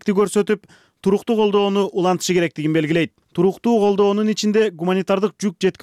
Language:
Kyrgyz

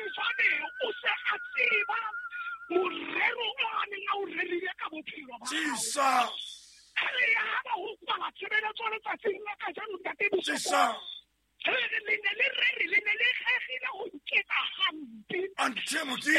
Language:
Southern Sotho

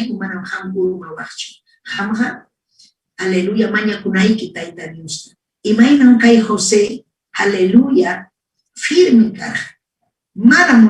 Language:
Ayacucho Quechua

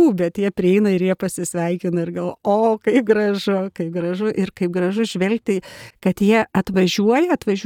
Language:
Lithuanian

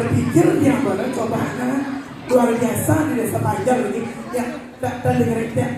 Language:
Balinese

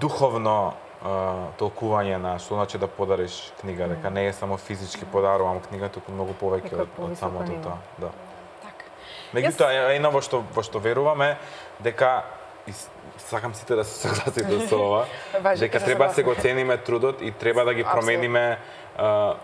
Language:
Macedonian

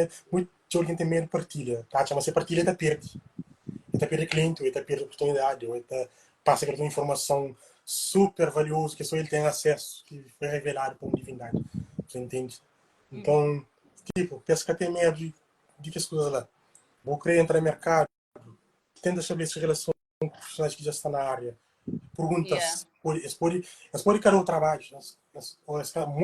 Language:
Kabuverdianu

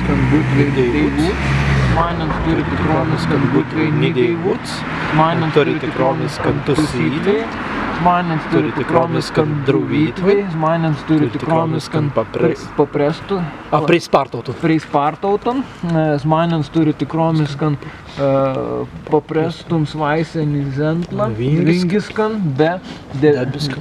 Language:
Prussian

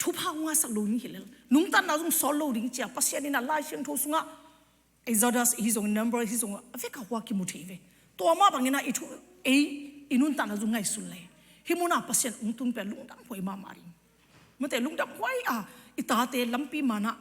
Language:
Tedim Chin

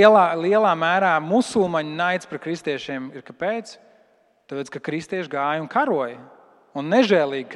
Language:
Latvian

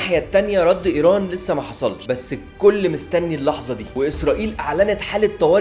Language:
Egyptian Arabic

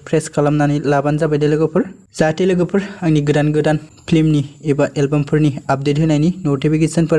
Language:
Bodo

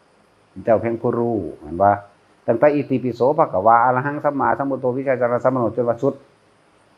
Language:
Northeastern Thai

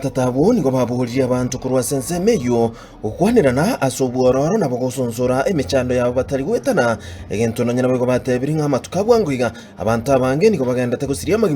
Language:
Gusii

